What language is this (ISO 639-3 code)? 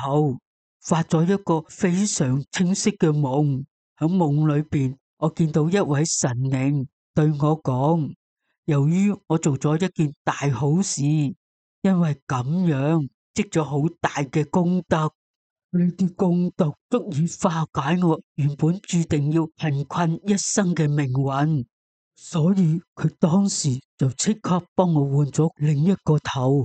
yue